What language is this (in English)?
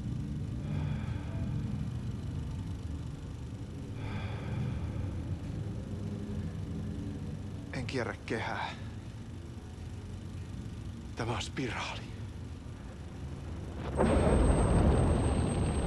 Finnish